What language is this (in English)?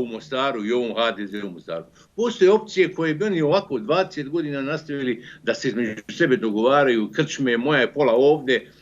Bosnian